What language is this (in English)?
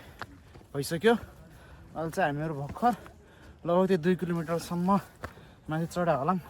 Nepali